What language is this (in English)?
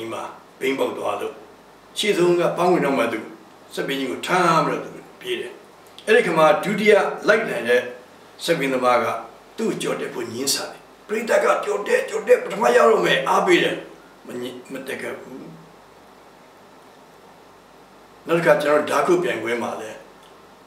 Burmese